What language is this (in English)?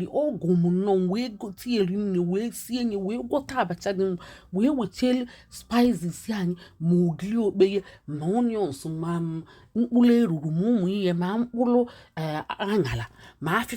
Igbo